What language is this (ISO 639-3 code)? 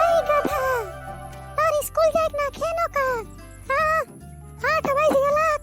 sck